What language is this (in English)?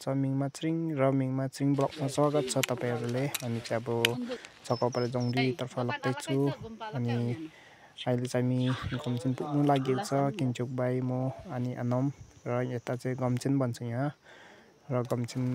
Nepali